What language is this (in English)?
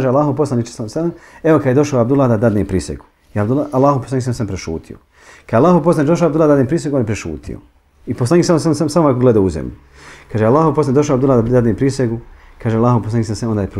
Bosnian